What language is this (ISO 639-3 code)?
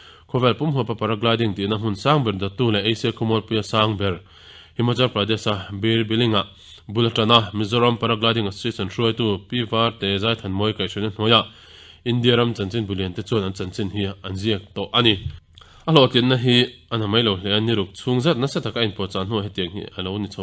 lus